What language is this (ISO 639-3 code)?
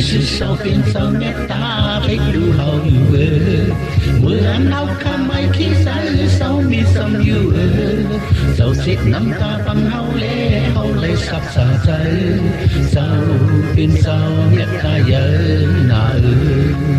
shn